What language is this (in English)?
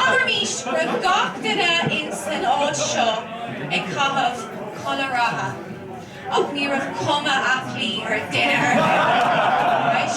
Irish